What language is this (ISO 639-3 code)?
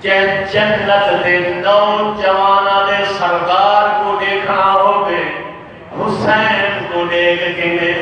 skr